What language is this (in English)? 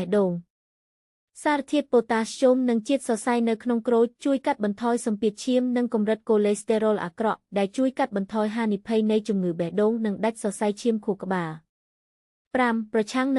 Khmer